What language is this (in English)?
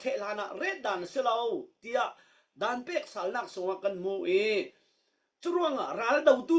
Falam Chin